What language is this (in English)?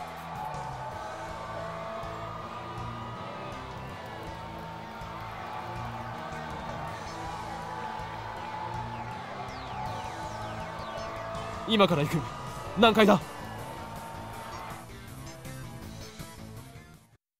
Japanese